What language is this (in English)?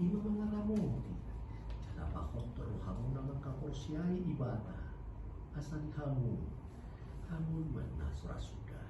Batak Toba